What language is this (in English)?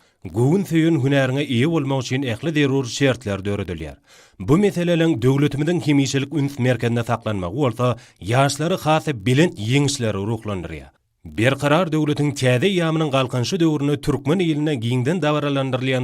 Turkmen